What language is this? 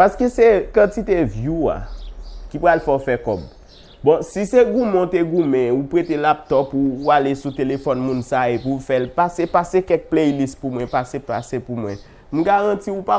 Haitian Creole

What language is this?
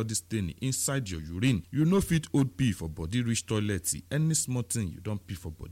Nigerian Pidgin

